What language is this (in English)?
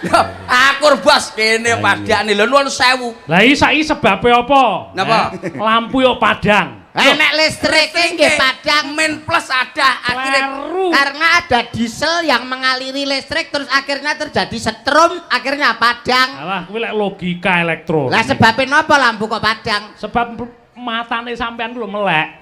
Javanese